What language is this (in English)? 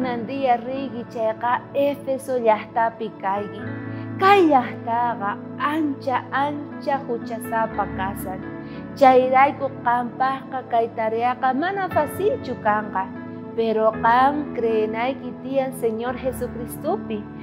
South Bolivian Quechua